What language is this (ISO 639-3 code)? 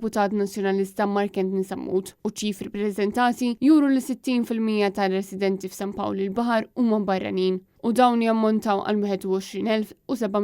mlt